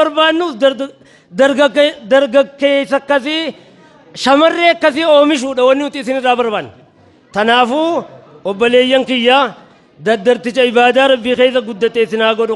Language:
Oromo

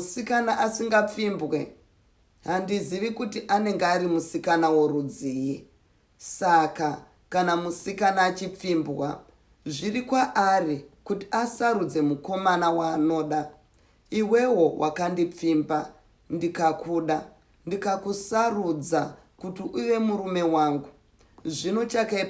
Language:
Shona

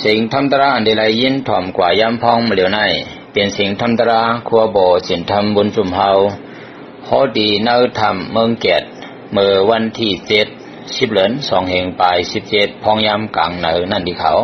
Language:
Shan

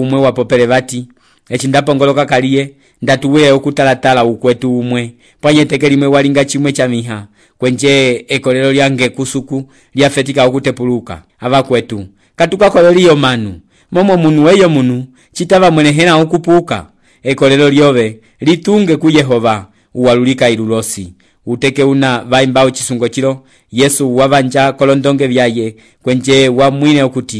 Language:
Umbundu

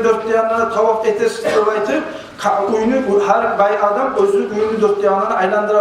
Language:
Kumyk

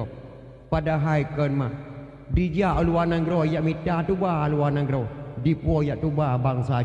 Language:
Achinese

